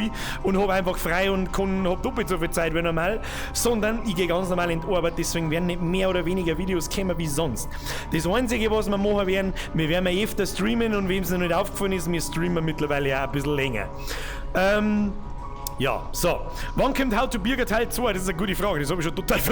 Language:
Bavarian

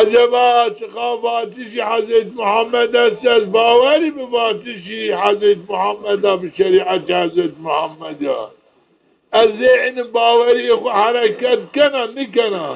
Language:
Zaza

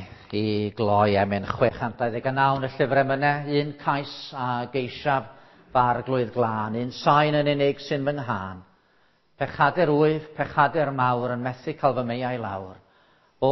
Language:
Welsh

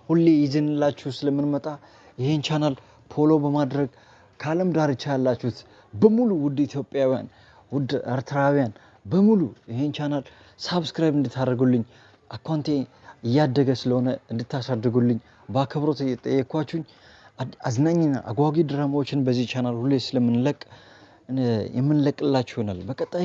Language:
Amharic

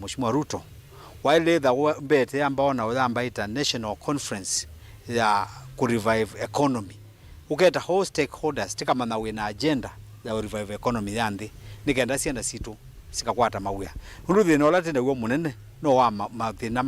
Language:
Kamba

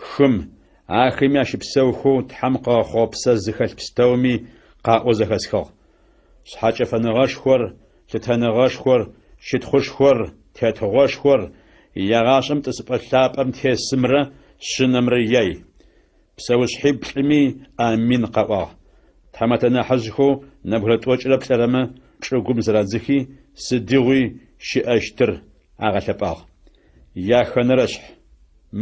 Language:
Adyghe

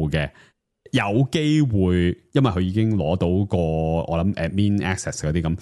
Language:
Cantonese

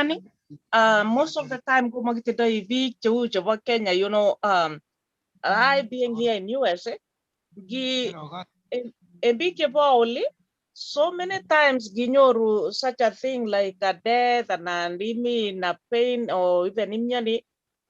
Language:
Kalenjin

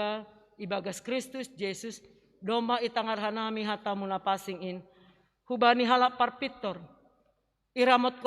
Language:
Batak Simalungun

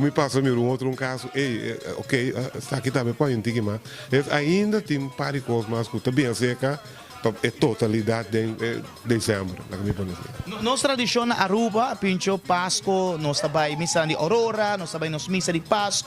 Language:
Papiamento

